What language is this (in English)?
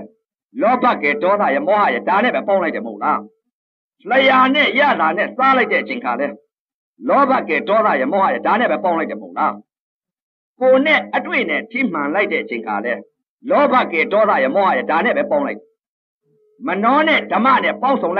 Burmese